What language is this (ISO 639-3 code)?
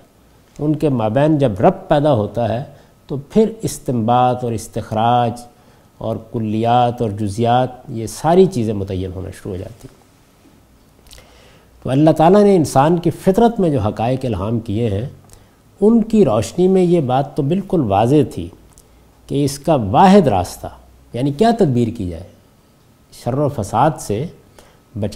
urd